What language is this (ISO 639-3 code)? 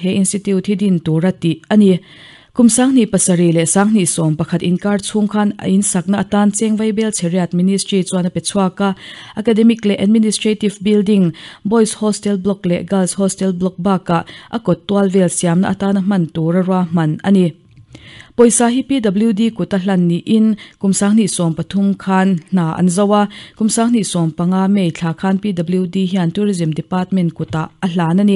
lus